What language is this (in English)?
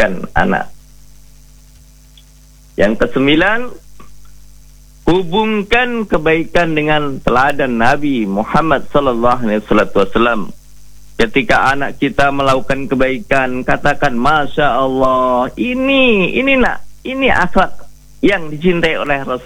Indonesian